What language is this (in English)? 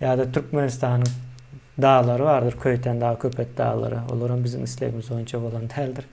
Turkmen